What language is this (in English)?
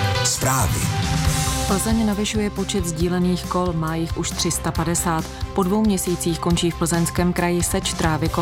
Czech